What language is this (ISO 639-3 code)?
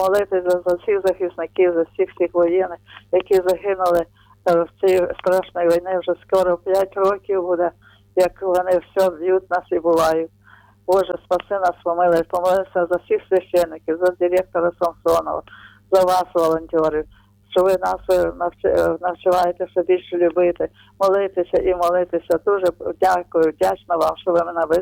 ukr